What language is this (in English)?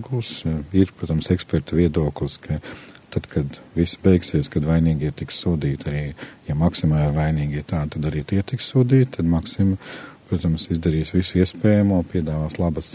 Latvian